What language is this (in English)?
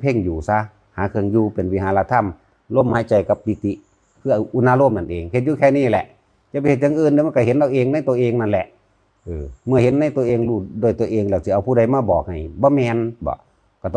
Northeastern Thai